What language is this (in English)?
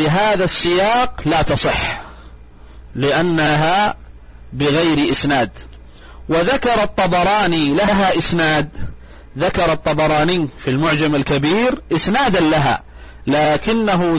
Arabic